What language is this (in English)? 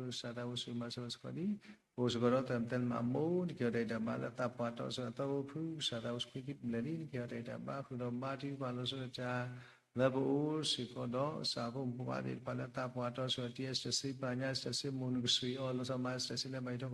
S'gaw Karen